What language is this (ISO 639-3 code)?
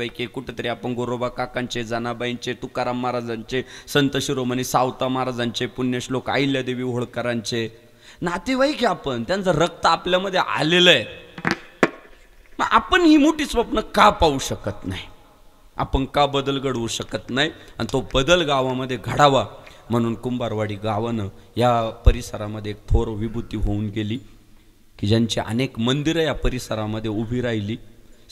mar